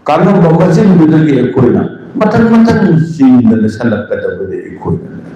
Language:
Manipuri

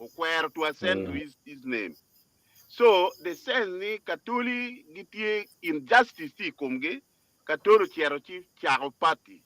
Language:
Acoli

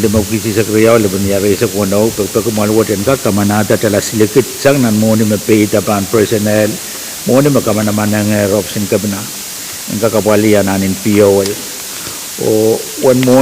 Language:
Pohnpeian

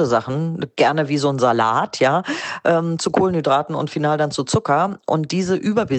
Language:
German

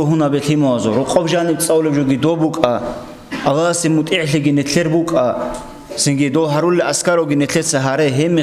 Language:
Avaric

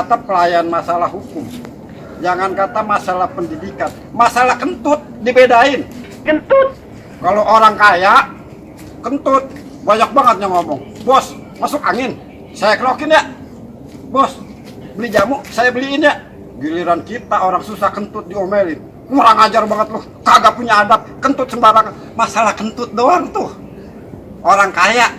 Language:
Betawi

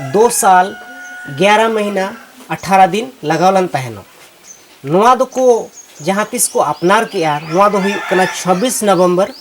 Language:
Santali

